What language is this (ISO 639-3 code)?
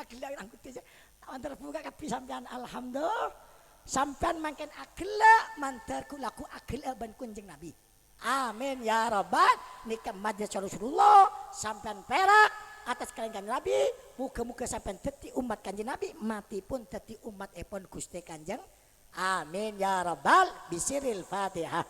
mad